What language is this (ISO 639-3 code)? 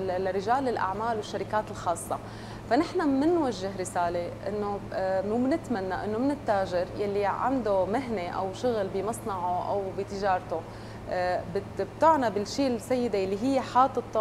apc